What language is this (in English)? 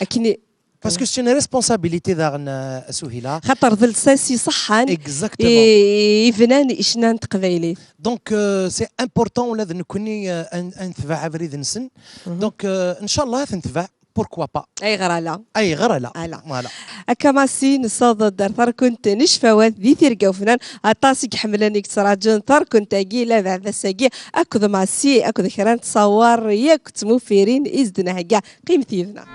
Kabyle